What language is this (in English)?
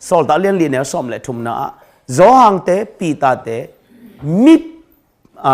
Tedim Chin